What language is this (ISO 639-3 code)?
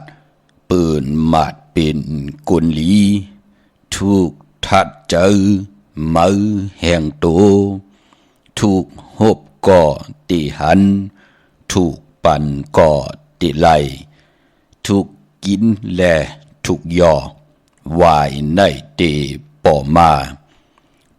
shn